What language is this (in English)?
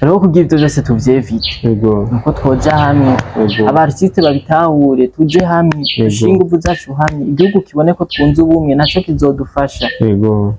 Rundi